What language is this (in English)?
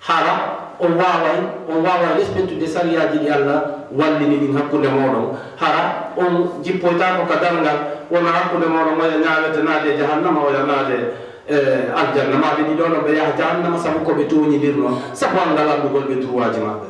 Fula